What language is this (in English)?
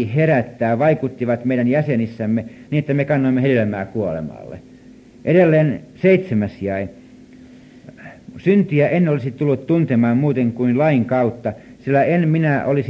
Finnish